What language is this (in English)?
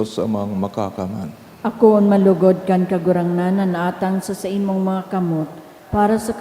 Bikol